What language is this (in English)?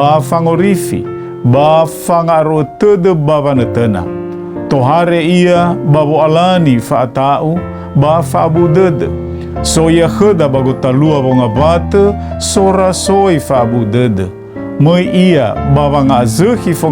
Nias